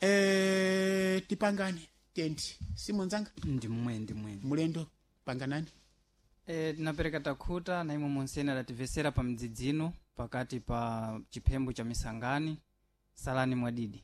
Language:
Sena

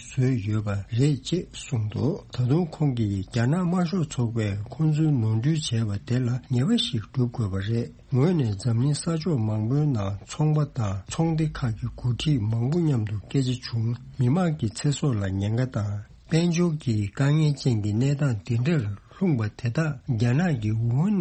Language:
Tibetan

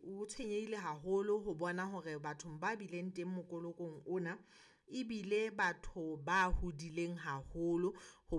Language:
Southern Sotho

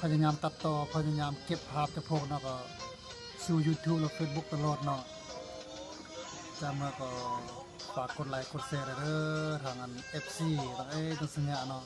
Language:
Lao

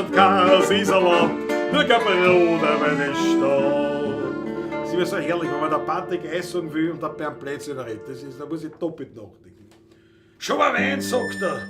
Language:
Bavarian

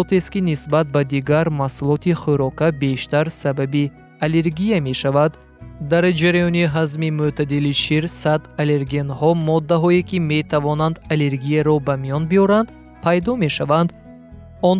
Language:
Tajik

